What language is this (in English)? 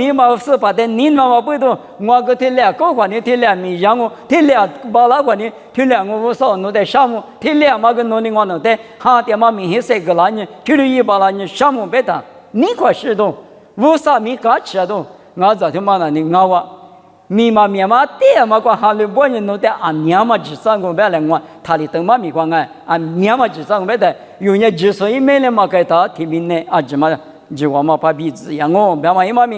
Lisu